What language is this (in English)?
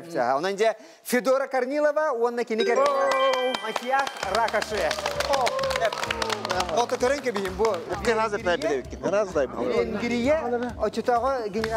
Yakut